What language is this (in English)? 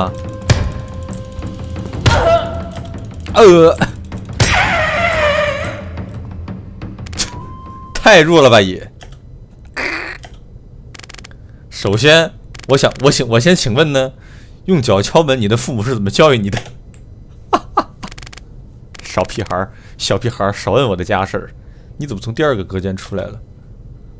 Chinese